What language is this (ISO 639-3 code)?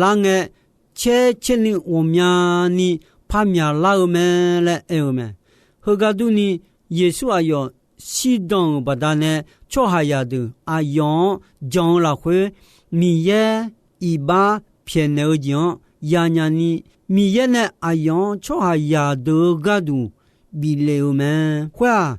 ahk